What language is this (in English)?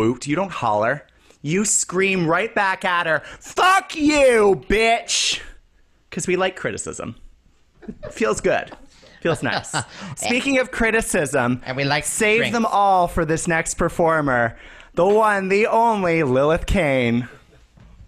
English